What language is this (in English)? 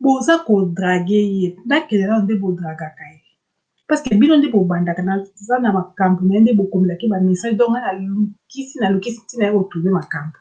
Lingala